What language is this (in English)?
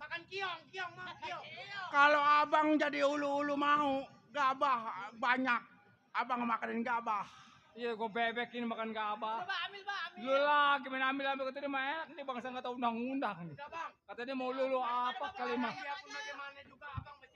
Betawi